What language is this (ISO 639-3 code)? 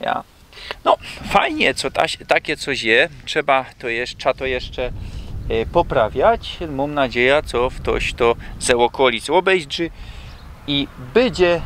szl